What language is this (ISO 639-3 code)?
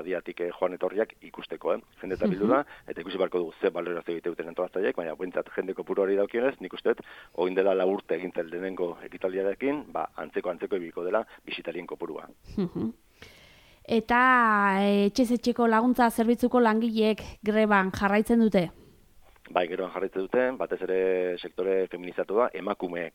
eus